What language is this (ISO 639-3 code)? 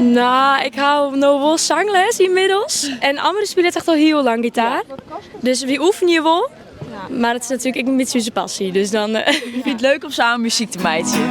fry